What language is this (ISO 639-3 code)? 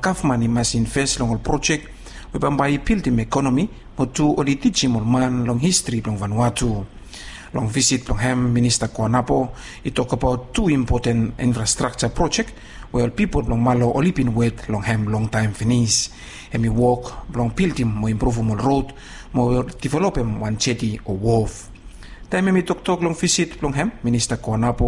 bis